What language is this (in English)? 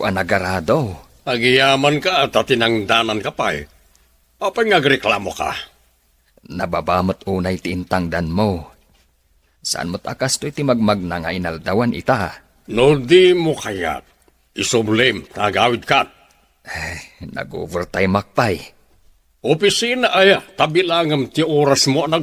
Iloko